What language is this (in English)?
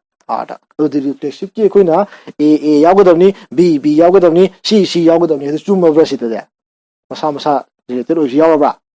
Manipuri